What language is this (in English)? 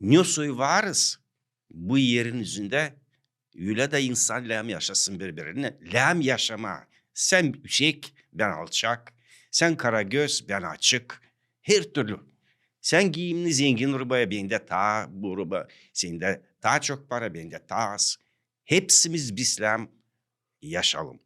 Gagauz